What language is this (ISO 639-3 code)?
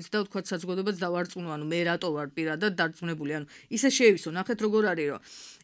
kat